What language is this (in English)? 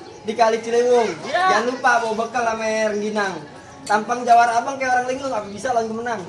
Betawi